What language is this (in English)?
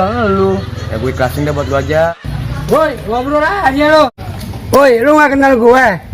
Betawi